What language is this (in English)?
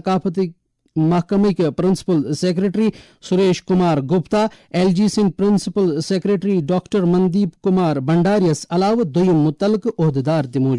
Kashmiri